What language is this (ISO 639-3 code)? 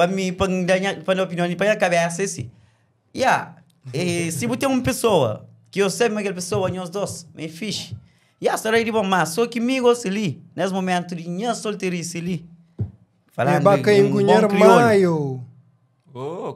kea